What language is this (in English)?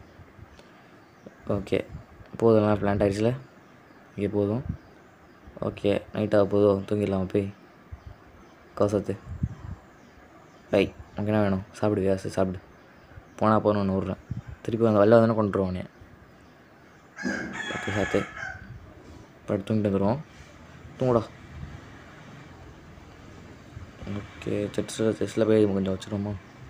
Tamil